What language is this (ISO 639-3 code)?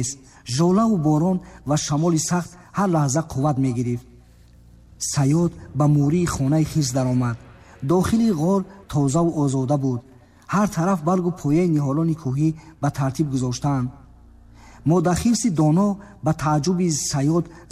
tgk